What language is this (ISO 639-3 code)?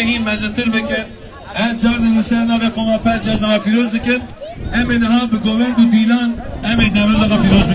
kur